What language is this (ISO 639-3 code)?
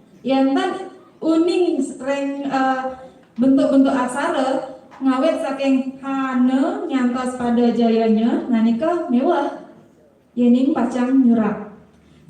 ban